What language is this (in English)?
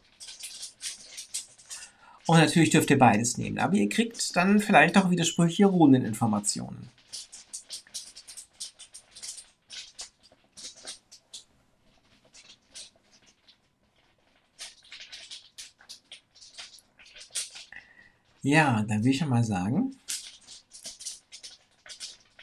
German